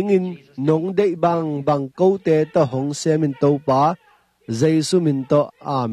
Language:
Tedim Chin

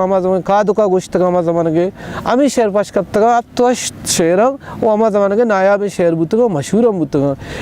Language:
Baluchi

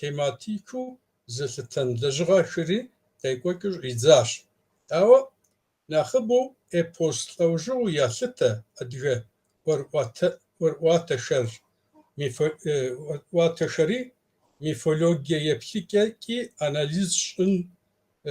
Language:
Kabardian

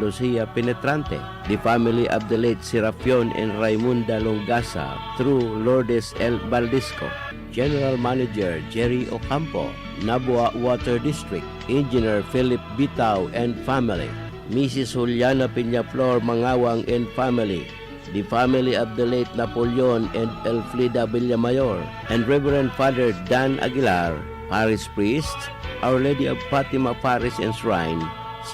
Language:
Bikol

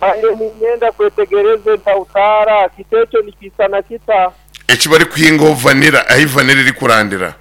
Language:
Nyankole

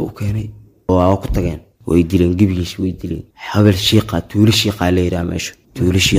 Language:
Somali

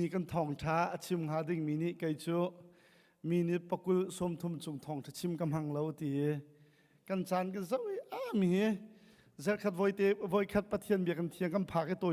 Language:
Hakha Chin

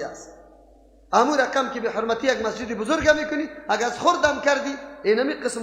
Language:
Persian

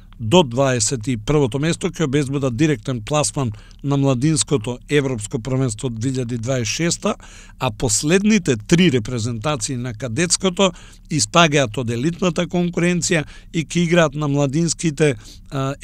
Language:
Macedonian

